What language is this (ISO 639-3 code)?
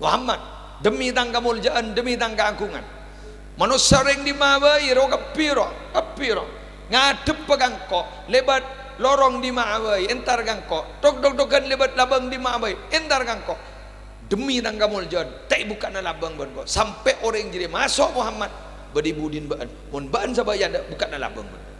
mad